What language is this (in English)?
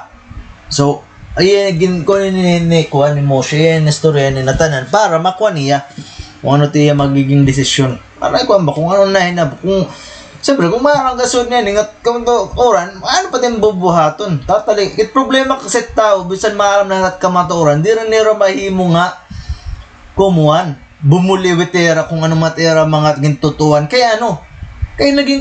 Waray